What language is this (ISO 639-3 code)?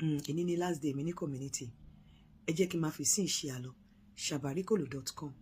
yor